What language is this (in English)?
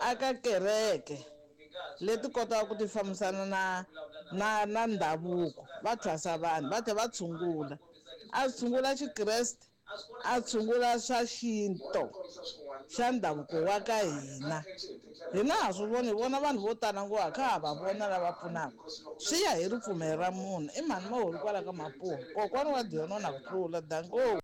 Tsonga